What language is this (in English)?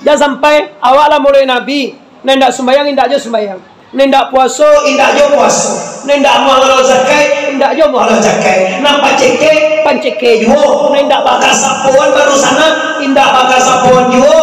Minangkabau